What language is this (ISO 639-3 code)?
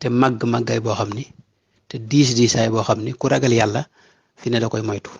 wol